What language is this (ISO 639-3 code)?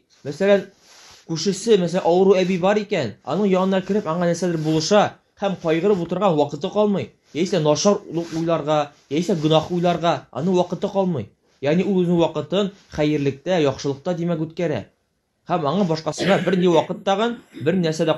tat